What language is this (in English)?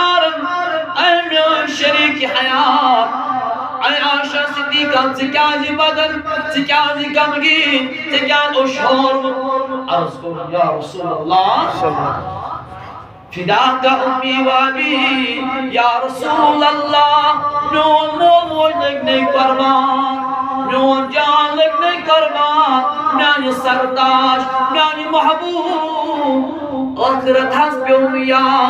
Kashmiri